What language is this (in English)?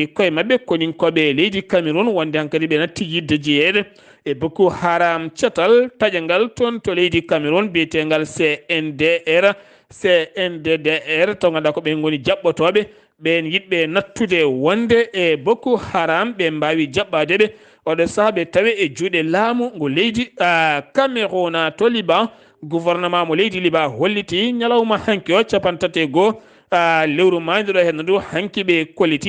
Fula